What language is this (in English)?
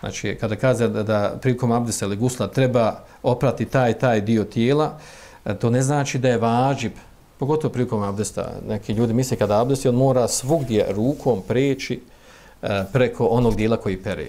Bosnian